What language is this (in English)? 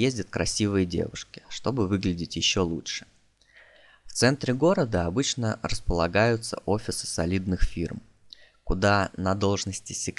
Russian